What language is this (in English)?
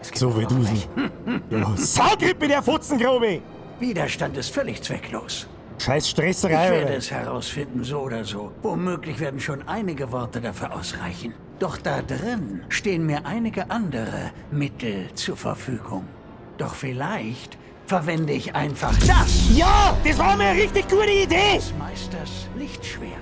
Bavarian